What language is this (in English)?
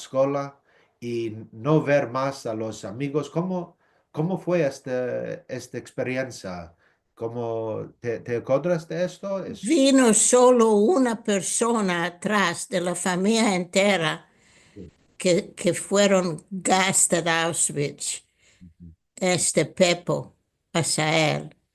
Ladino